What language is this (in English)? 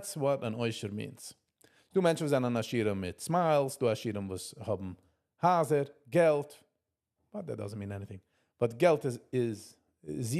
Yiddish